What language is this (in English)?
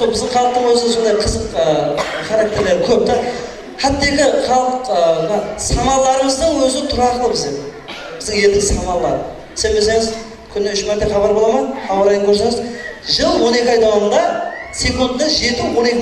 Kara-Kalpak